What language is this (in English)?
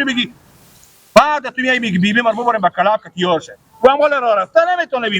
Persian